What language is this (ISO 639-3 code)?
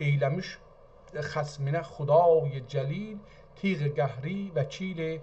azb